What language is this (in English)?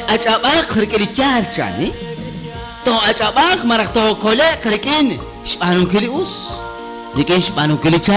Kekchí